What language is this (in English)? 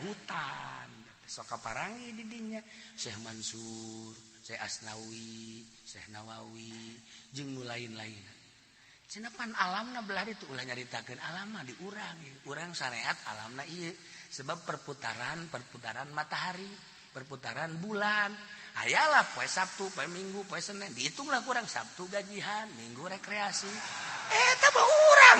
Sundanese